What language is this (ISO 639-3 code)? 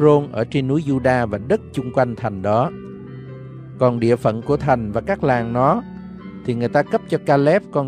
vie